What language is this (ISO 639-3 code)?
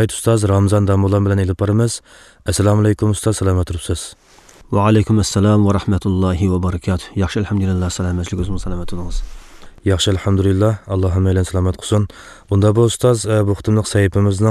uig